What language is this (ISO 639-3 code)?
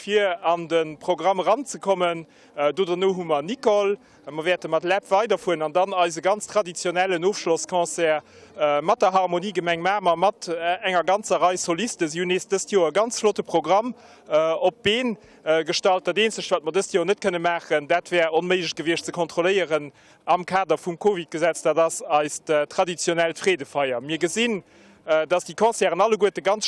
ltz